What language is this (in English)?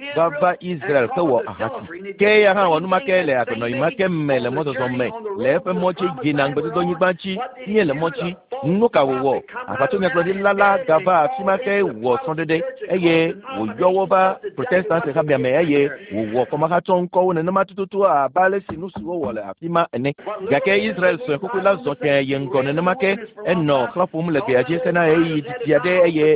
Ewe